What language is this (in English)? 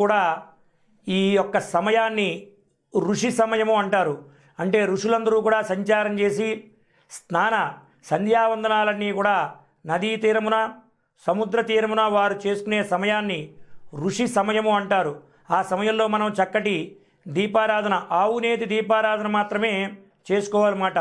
Telugu